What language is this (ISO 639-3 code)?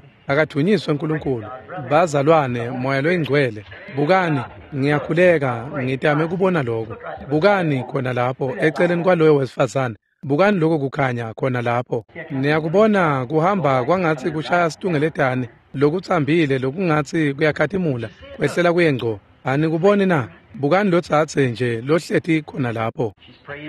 ssw